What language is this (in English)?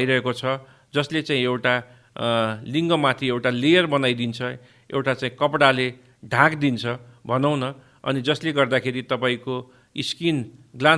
Nepali